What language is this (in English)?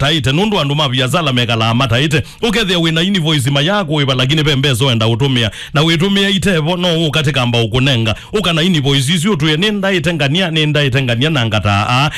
Kamba